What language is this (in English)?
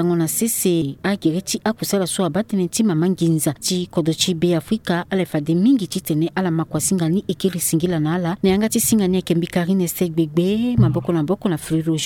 Sango